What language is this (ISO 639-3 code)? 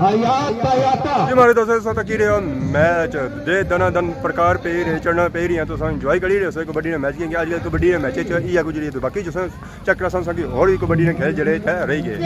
phr